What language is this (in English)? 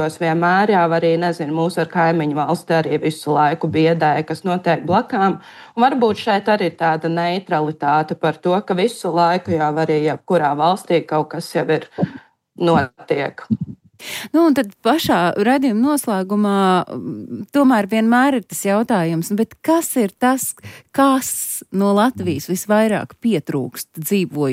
Latvian